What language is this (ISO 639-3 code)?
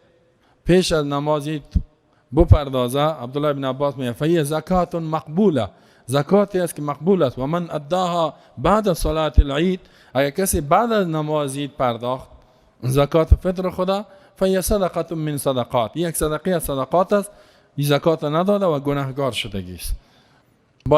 fas